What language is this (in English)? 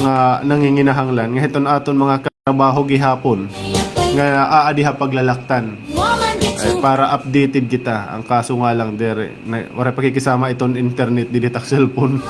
Waray